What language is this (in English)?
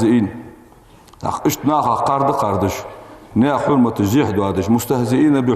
Ingush